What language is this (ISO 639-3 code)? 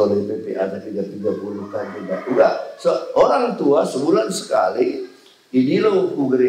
btx